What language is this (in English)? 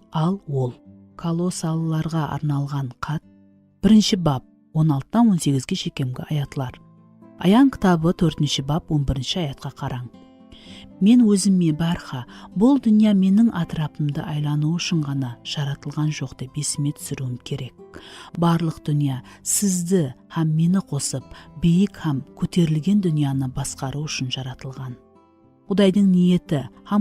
Kara-Kalpak